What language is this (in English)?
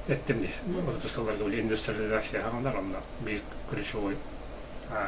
Yakut